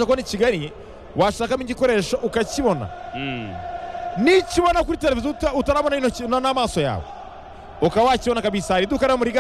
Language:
Kinyarwanda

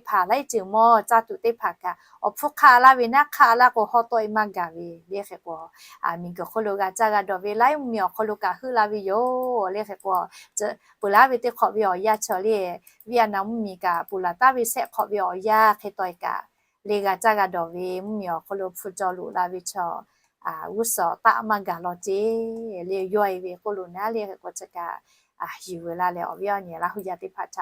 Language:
Lahu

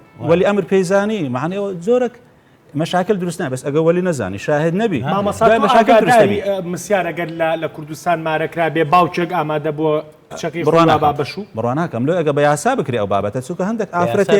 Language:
Central Kurdish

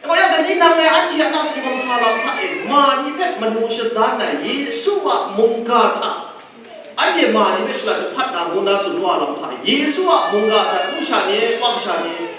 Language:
Kachin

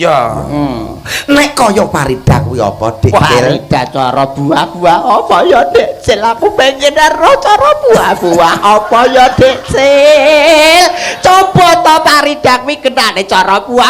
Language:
Javanese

